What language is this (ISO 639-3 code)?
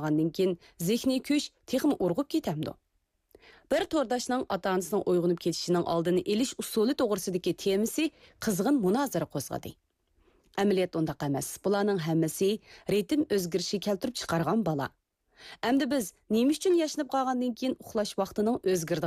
uig